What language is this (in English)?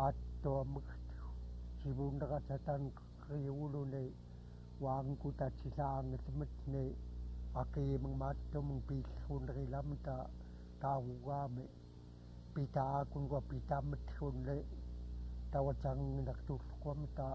Central Yupik